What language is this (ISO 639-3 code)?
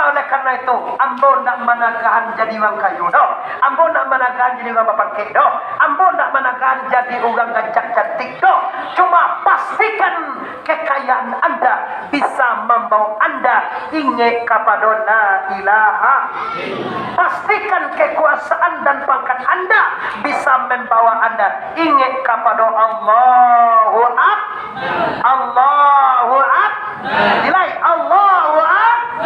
min